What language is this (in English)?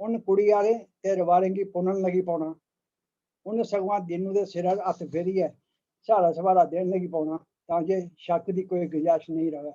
Dogri